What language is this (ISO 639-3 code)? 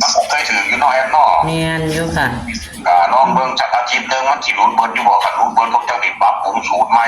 tts